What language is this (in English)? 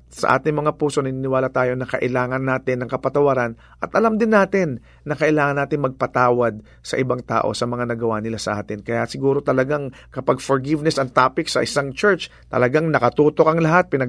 Filipino